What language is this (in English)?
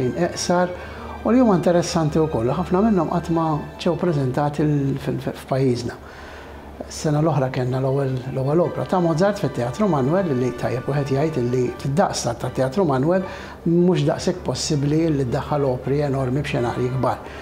Maltese